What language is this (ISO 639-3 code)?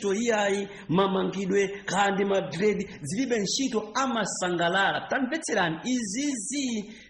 nya